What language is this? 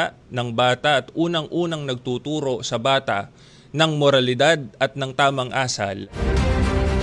Filipino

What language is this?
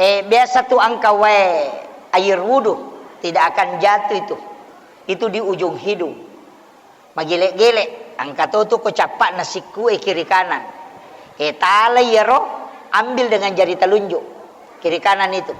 Buginese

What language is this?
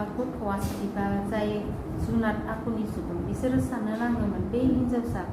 Bodo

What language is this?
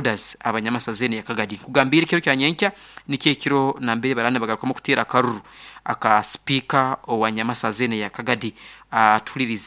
Nyoro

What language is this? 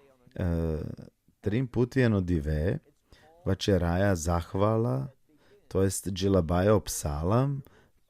Balkan Romani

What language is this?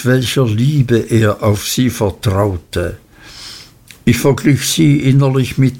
German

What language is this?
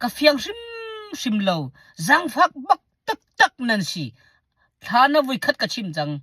Hakha Chin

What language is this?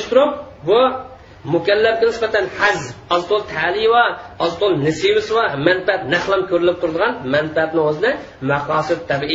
Uyghur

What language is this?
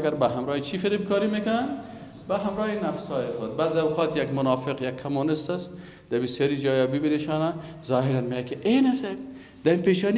Persian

